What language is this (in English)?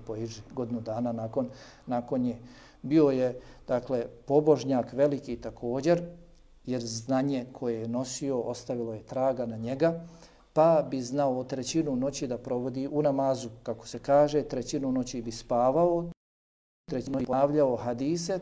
Bosnian